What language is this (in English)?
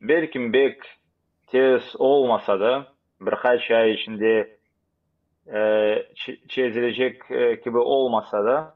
Crimean Tatar